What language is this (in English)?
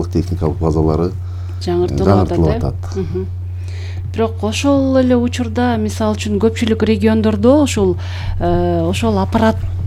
Kyrgyz